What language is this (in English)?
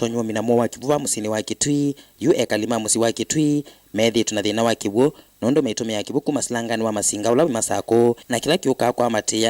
Kamba